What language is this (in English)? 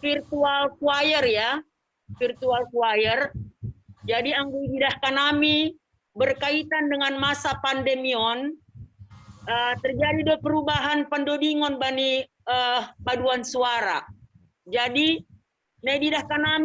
Batak Simalungun